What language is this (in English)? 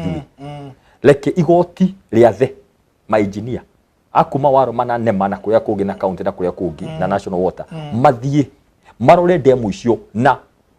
Kikuyu